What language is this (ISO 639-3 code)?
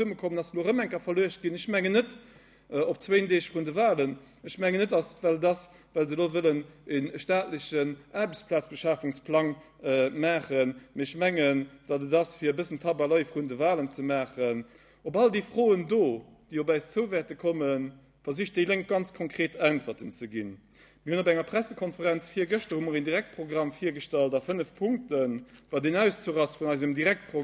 ltz